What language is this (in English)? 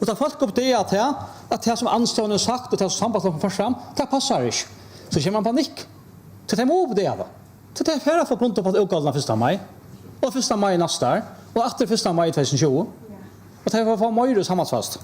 Faroese